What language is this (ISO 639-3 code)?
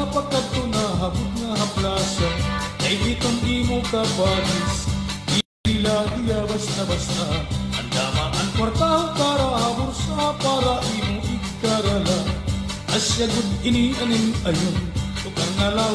war